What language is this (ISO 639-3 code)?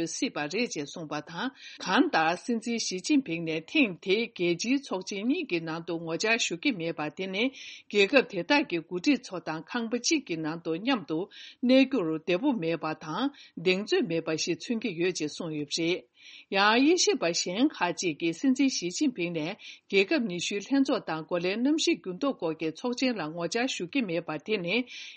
bod